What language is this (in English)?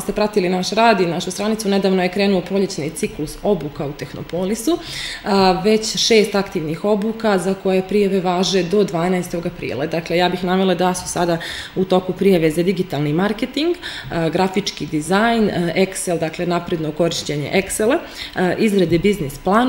Serbian